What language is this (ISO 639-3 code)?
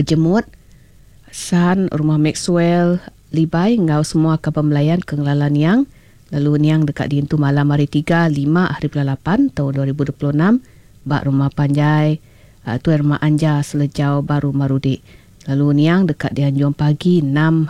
iba